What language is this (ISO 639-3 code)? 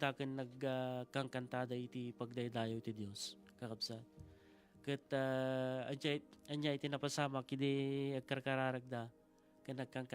ilo